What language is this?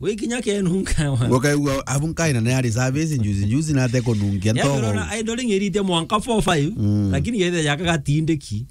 Meru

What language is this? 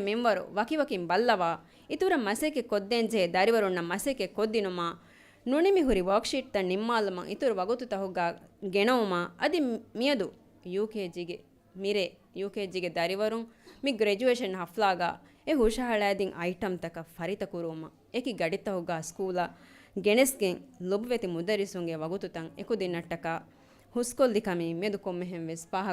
Divehi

